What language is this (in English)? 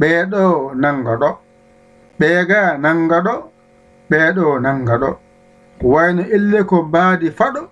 Fula